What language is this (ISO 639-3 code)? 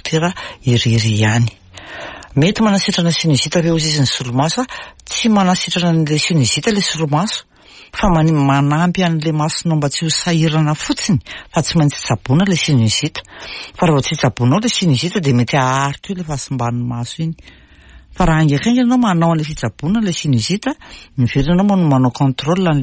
mlg